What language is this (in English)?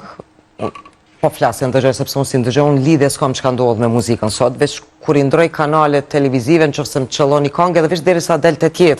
Albanian